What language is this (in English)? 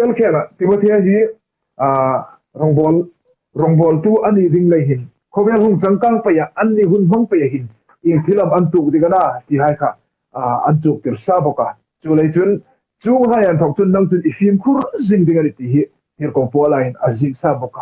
Hmar